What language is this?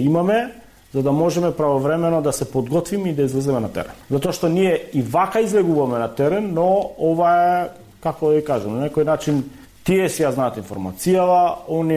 Macedonian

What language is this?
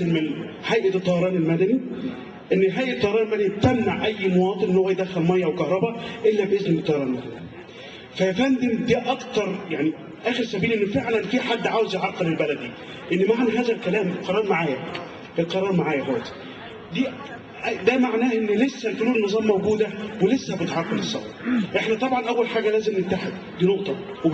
Egyptian Arabic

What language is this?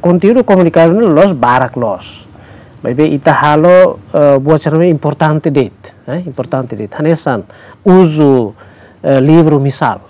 Tetum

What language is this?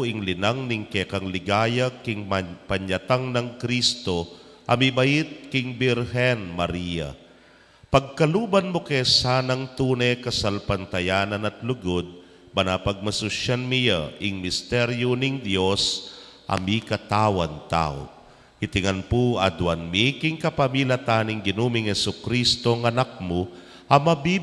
Pampanga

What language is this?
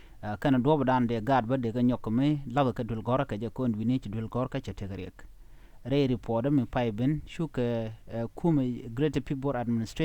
Nuer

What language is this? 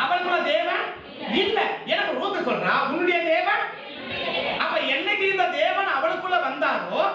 Tamil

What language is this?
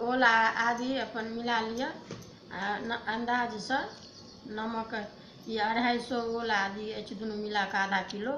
Maithili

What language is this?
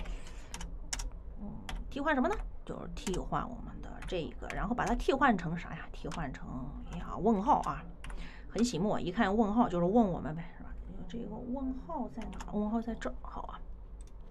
Chinese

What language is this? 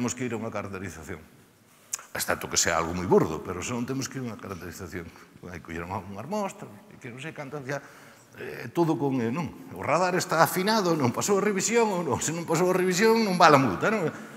Galician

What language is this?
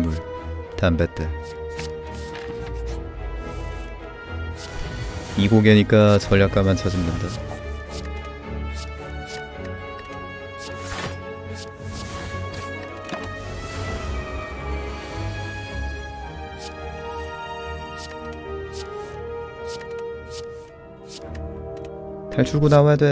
Korean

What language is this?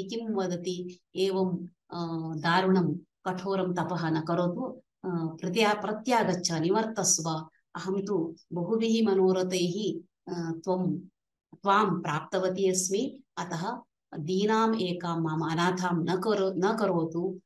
Sanskrit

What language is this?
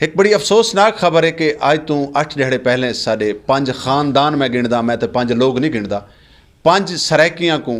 Saraiki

